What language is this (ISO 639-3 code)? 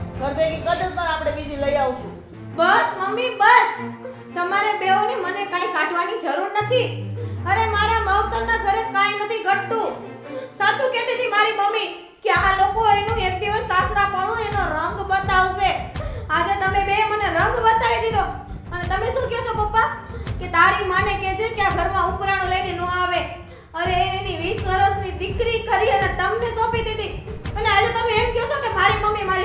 guj